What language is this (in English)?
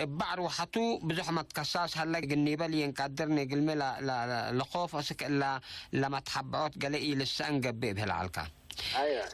Tigre